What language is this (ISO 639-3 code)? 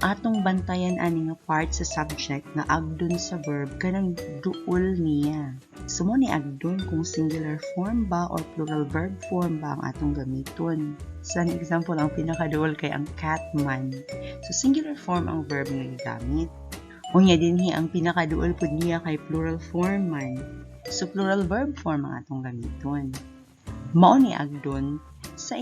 ceb